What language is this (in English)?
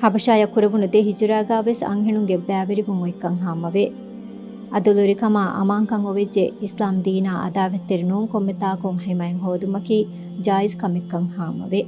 Divehi